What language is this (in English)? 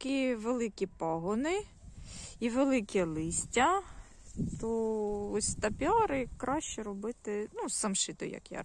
Ukrainian